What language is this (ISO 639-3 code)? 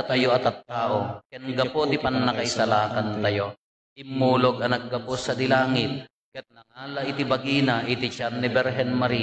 ilo